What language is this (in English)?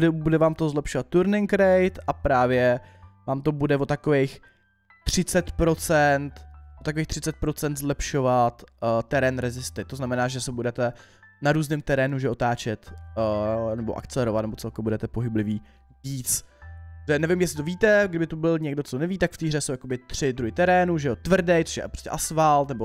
Czech